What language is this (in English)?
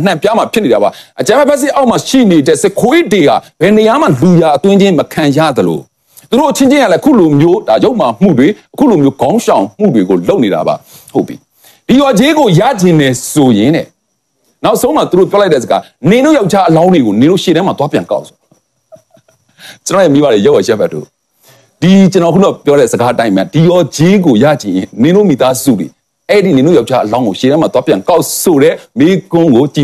Burmese